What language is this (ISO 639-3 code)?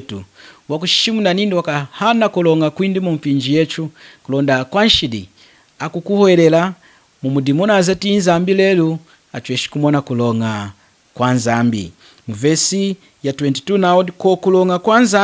lun